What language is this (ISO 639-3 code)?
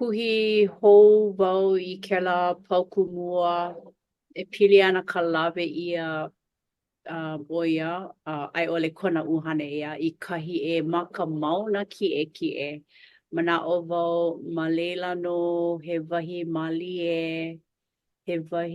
haw